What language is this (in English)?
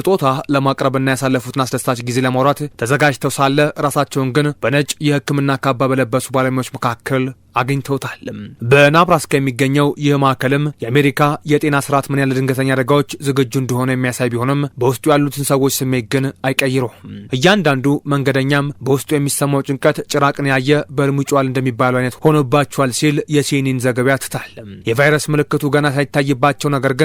Amharic